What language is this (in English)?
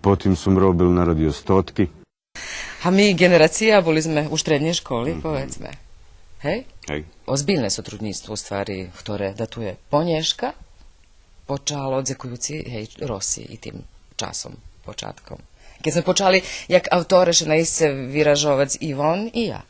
Rusyn